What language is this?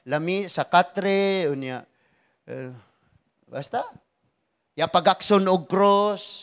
Cebuano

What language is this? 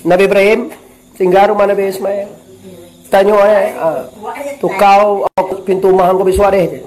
Minangkabau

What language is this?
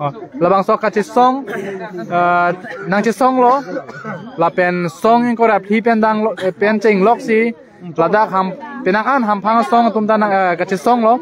Karbi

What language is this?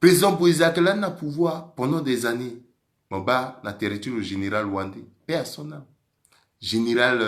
Sango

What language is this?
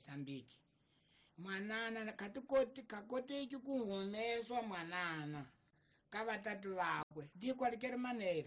Tsonga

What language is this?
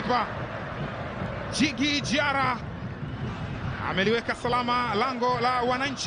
Swahili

